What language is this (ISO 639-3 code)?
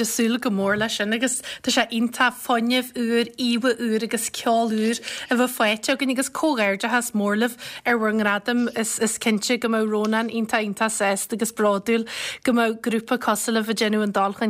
gle